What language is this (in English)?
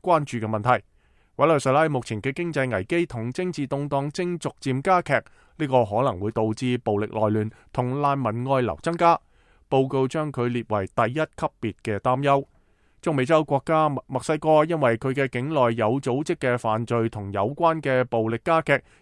Cantonese